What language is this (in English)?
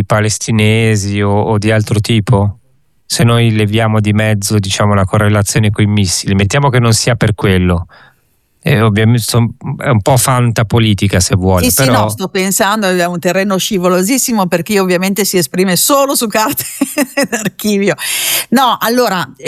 Italian